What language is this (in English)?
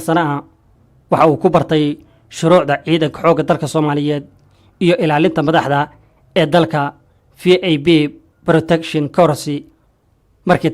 Somali